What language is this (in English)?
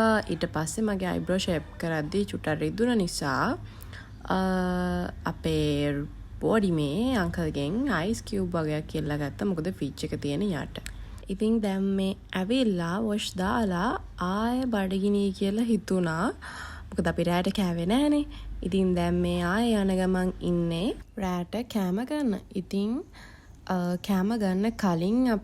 Sinhala